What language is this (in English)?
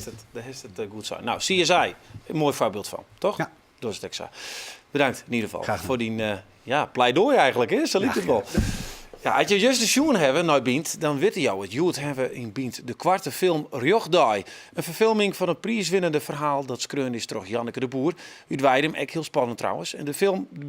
Western Frisian